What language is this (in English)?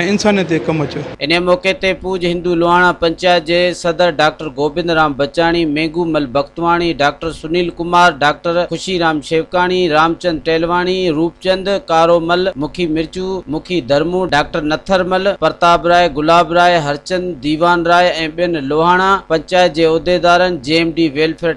Sindhi